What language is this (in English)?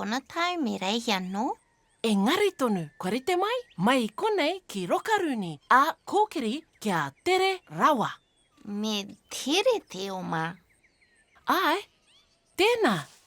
Māori